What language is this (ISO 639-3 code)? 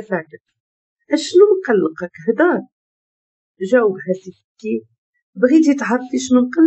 ary